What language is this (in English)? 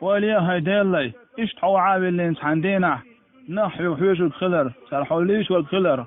Chechen